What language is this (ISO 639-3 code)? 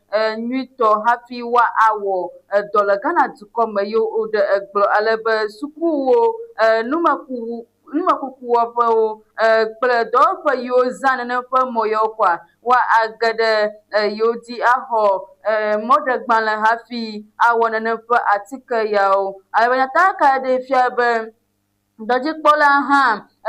ewe